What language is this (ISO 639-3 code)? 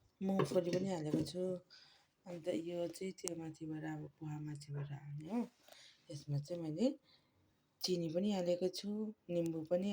nep